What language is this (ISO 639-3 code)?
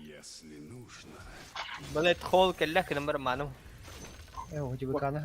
sah